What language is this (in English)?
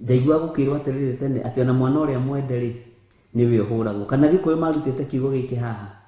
Kikuyu